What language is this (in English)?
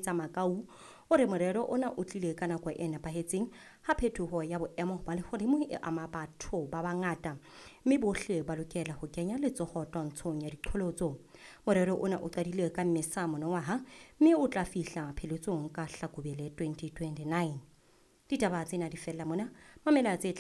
Southern Sotho